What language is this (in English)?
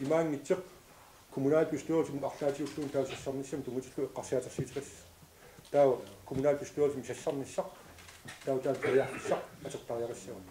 Kalaallisut